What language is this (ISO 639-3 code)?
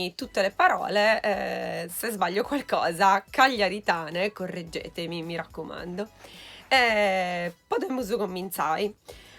srd